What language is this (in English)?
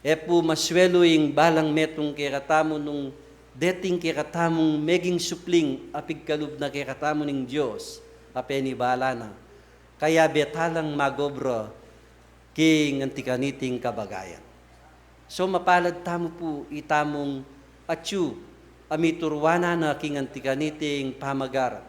Pampanga